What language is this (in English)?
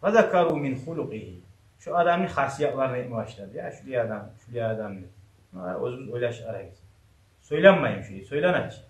Kumyk